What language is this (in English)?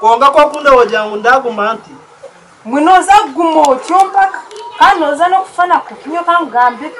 Nyankole